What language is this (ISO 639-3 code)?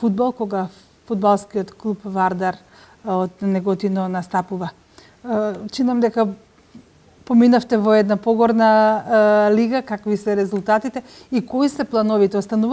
mkd